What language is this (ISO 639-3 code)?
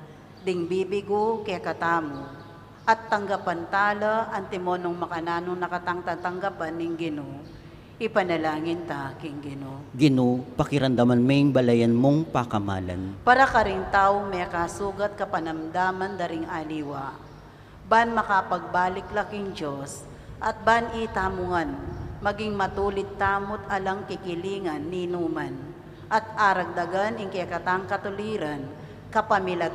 pam